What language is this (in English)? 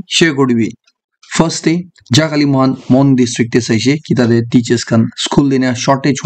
Naga Pidgin